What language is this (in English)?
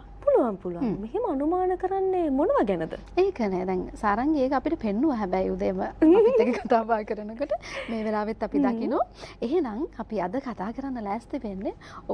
Sinhala